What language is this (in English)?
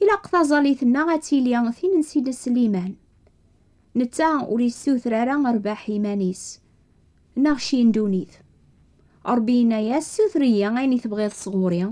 Kabyle